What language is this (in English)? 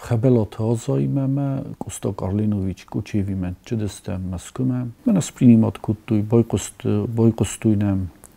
Ossetic